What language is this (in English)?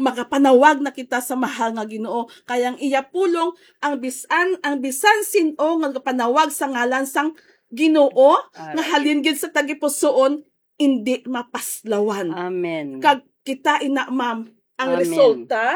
Hiligaynon